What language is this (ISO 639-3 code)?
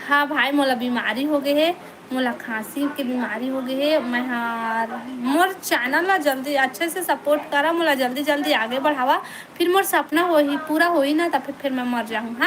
hne